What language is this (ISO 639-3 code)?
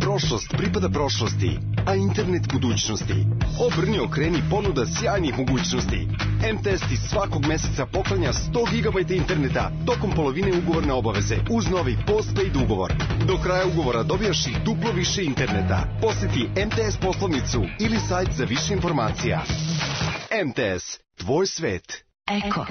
srp